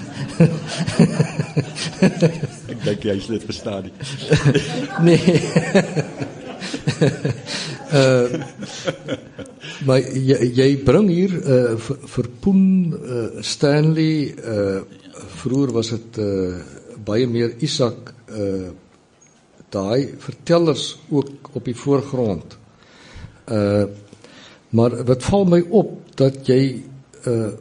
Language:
Afrikaans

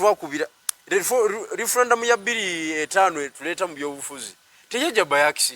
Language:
Ganda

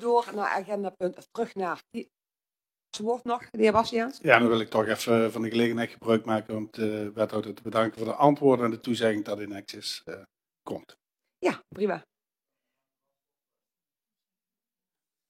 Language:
Dutch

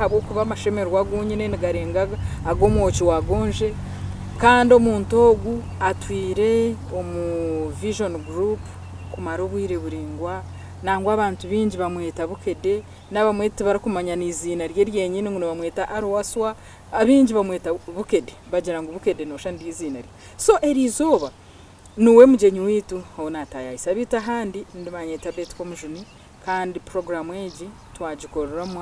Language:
Nyankole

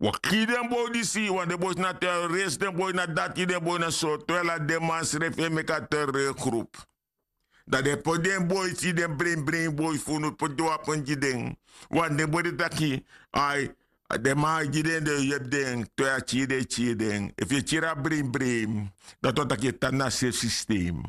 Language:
Sranan Tongo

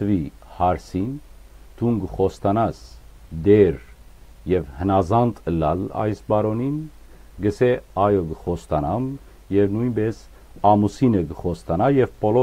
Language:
Western Armenian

